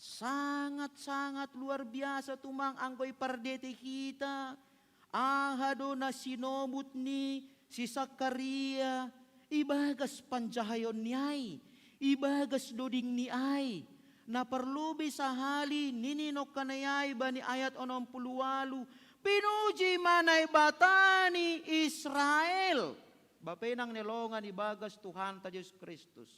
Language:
Batak Simalungun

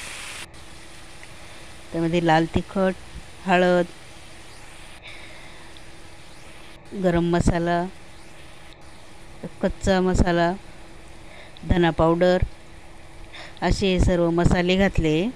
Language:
Marathi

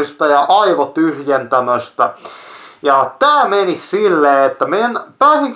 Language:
Finnish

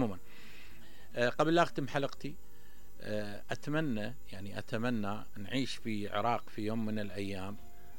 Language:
Mesopotamian Arabic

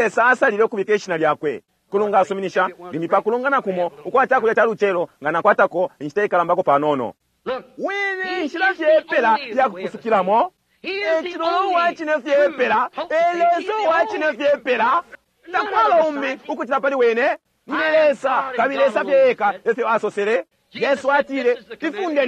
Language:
Bemba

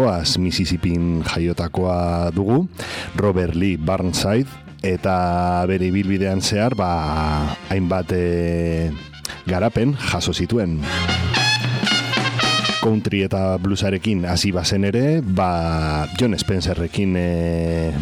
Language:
Basque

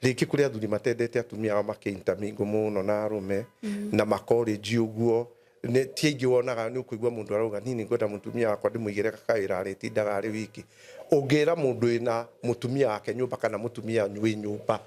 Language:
Kikuyu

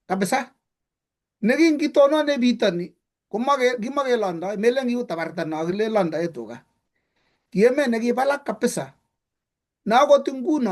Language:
Kalenjin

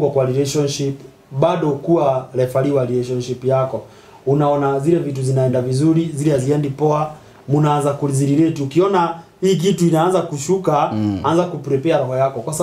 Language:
Swahili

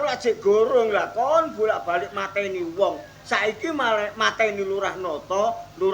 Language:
Javanese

